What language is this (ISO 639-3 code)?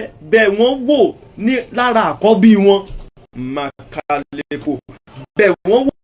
yor